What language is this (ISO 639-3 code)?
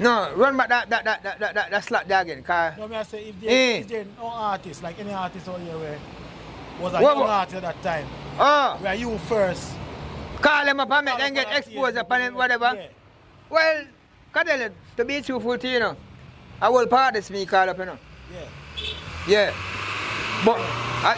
jam